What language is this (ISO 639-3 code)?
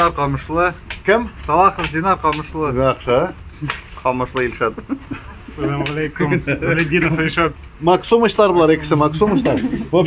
tat